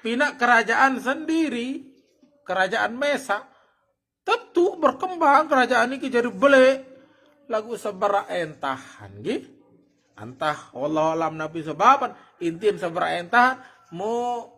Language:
Sasak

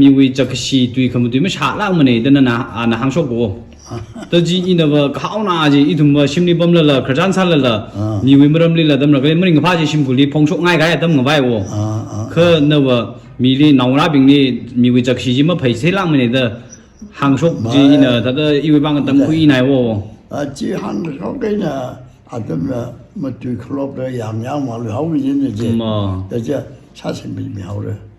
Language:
Tangkhul Naga (India)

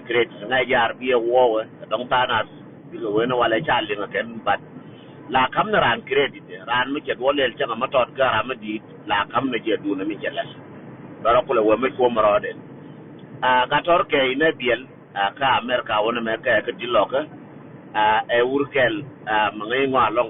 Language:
Nuer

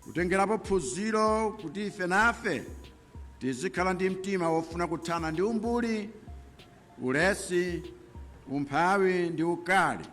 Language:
Nyanja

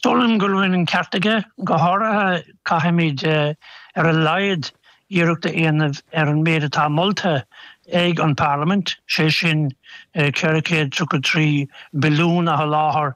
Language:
Irish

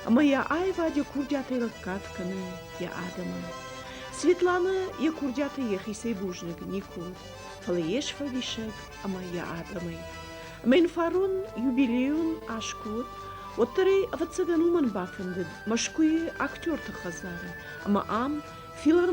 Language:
Ossetic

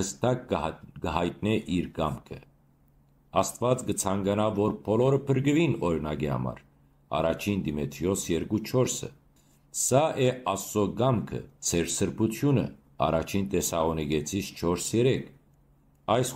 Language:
Western Armenian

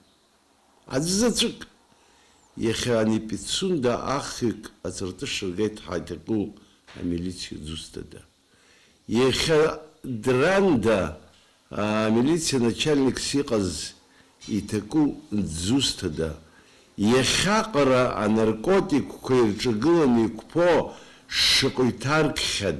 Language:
Abkhazian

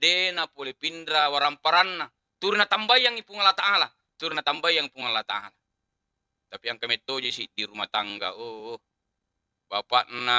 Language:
Buginese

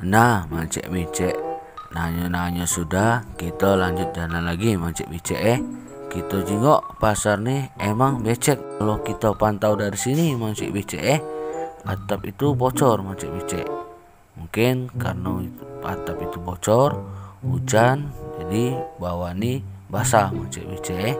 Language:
Musi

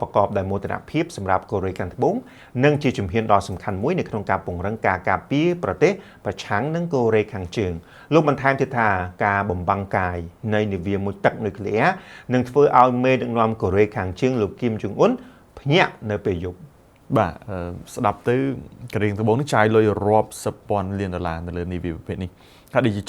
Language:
Khmer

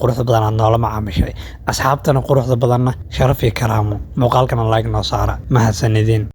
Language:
Somali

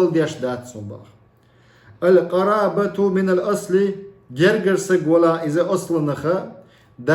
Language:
Chechen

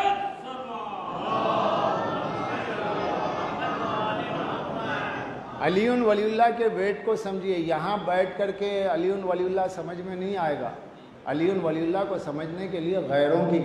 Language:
Urdu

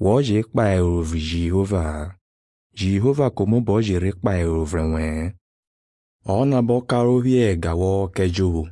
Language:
Slovenian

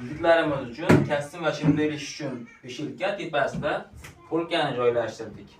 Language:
Uzbek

